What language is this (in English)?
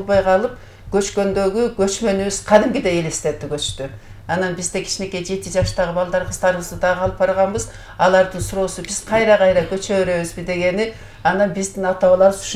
Kyrgyz